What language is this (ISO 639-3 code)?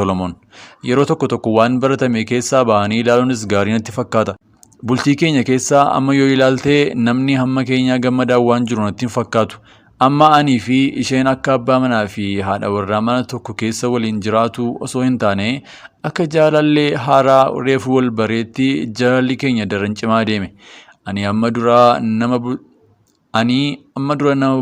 orm